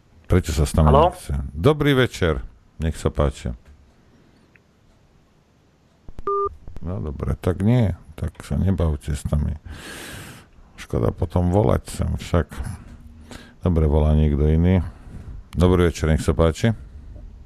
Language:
Slovak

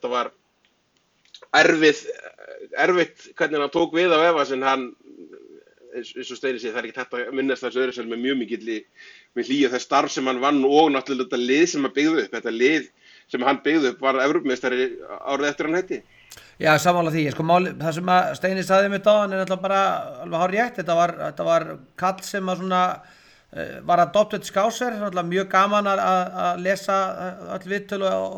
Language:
Icelandic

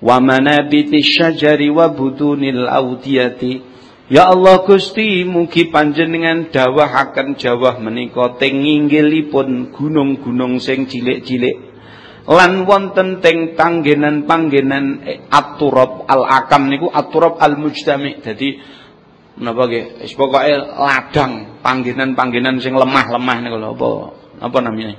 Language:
Javanese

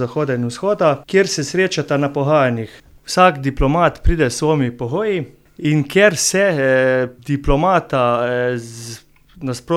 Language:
Slovenian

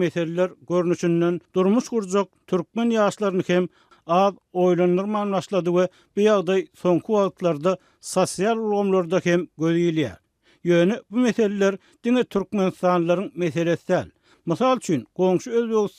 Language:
Turkmen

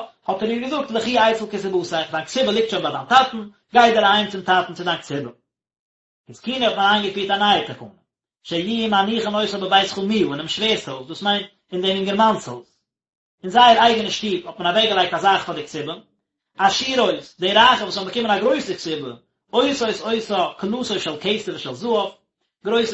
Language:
Yiddish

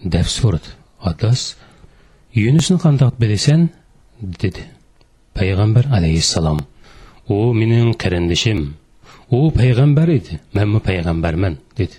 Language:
Uyghur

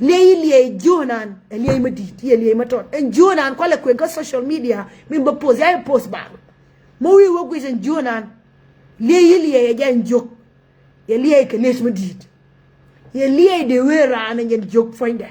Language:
Nuer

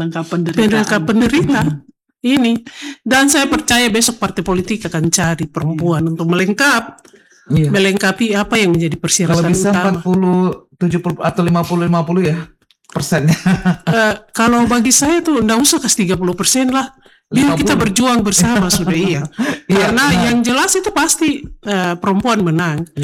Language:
Indonesian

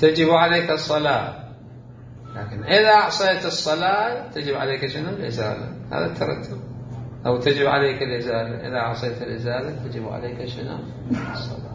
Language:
Mesopotamian Arabic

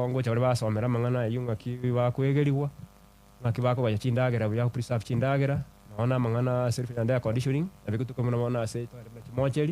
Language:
Gusii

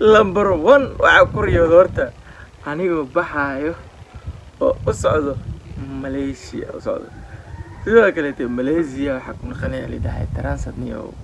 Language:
Somali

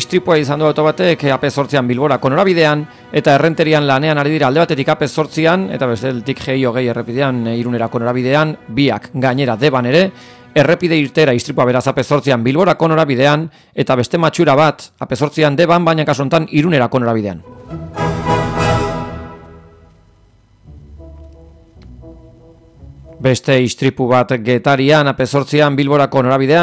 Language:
Basque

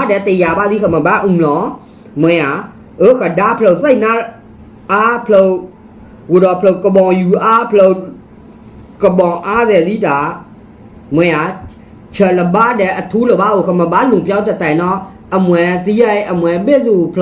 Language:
S'gaw Karen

